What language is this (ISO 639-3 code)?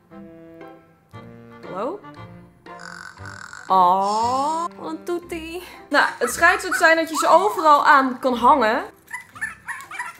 nld